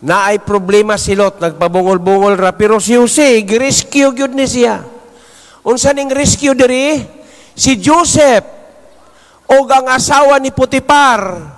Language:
Cebuano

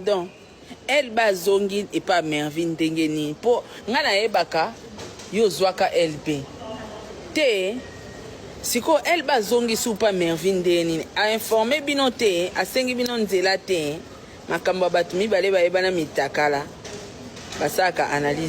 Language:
Lingala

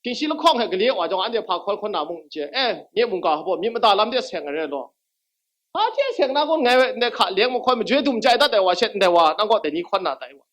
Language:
Kachin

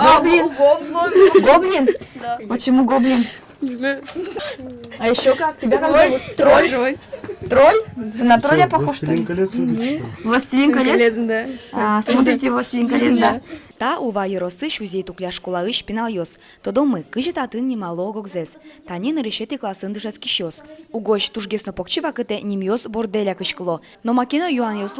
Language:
Udmurt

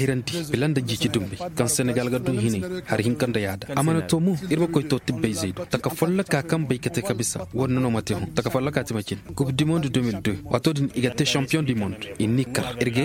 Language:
Koyraboro Senni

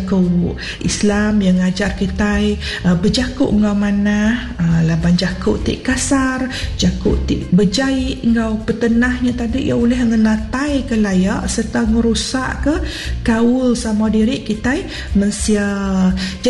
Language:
Iban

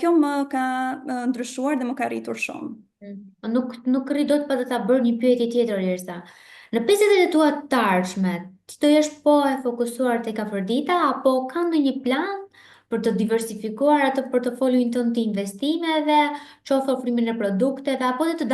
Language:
Albanian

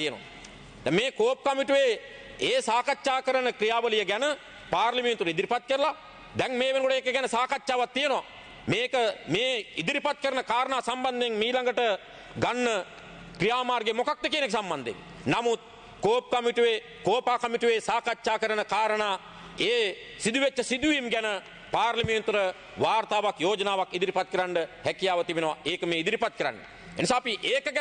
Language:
Sinhala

